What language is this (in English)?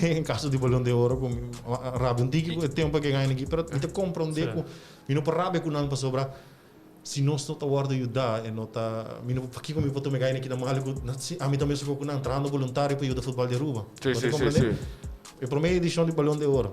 Papiamento